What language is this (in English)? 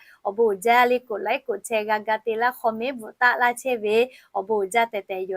Lahu